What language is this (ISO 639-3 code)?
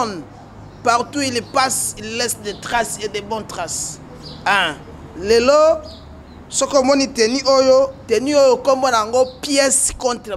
lin